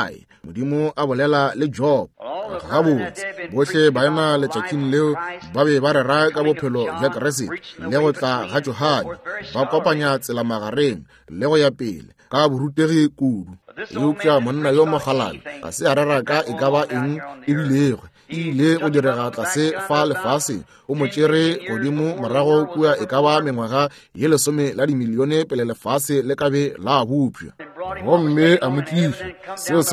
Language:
Northern Sotho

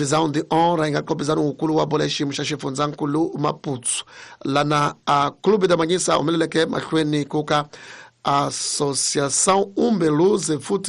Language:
Tsonga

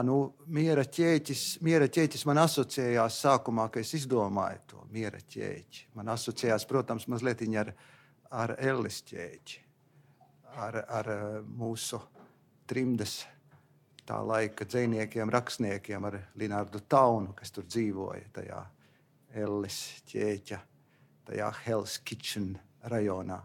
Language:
Latvian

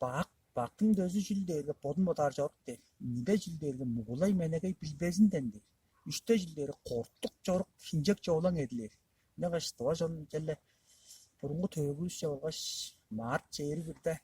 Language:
Tuvinian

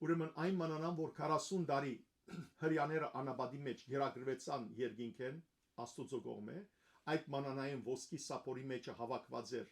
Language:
Western Armenian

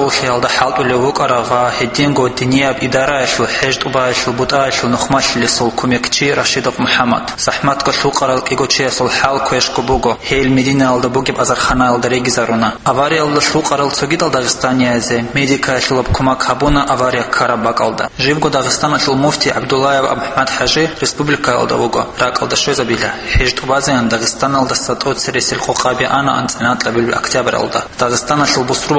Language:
Avaric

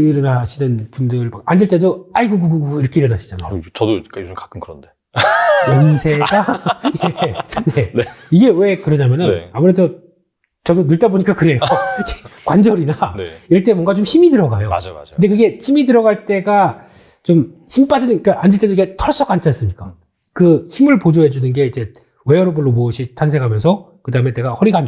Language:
Korean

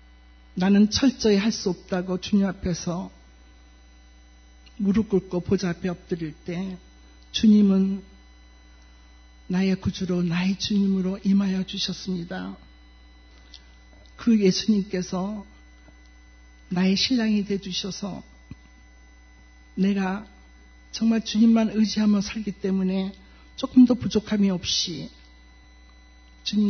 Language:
Korean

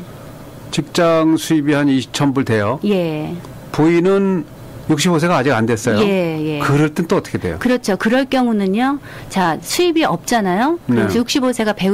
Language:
Korean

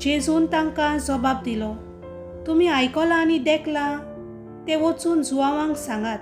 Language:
Konkani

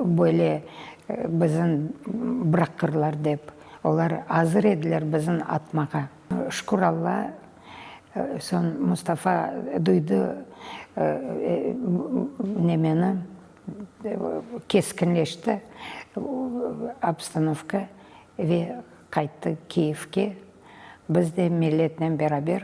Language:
Crimean Tatar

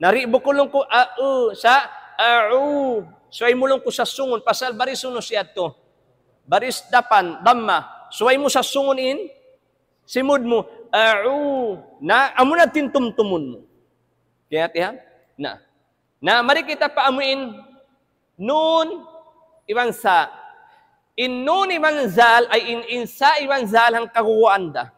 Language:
Tausug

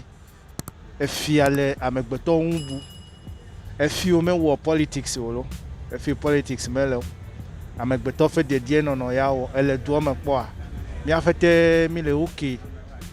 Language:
Ewe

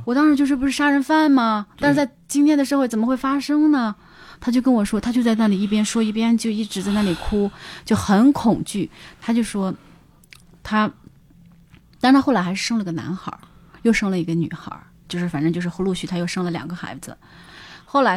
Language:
Chinese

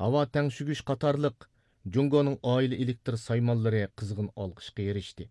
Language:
Uyghur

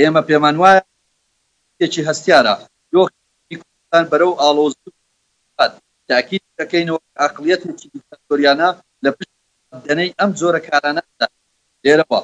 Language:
Central Kurdish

